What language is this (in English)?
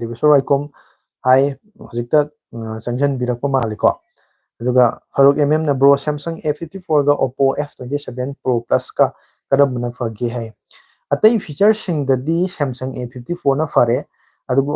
Manipuri